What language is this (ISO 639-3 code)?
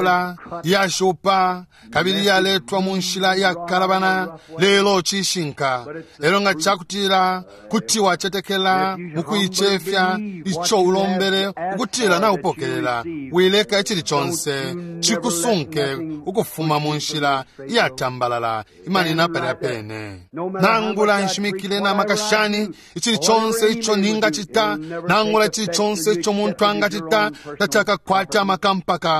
bem